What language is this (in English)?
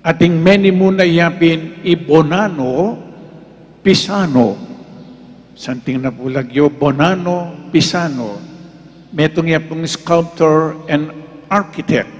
Pampanga